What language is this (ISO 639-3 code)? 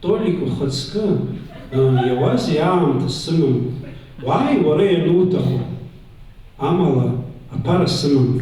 abk